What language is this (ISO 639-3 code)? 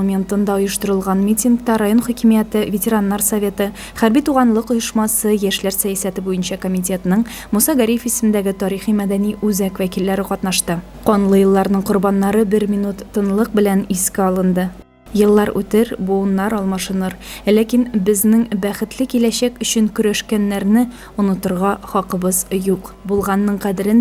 tat